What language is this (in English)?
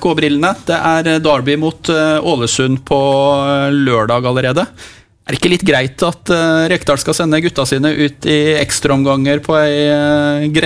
Norwegian